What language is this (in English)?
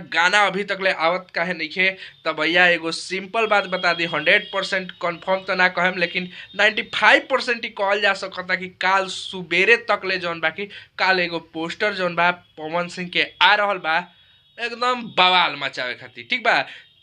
Bhojpuri